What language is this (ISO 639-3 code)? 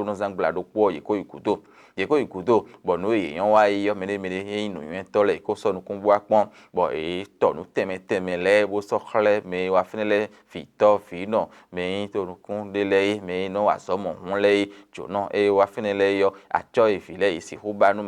fon